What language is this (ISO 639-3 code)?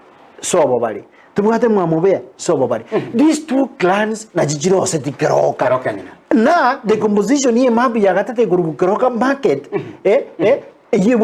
guz